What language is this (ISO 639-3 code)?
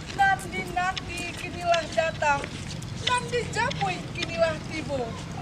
min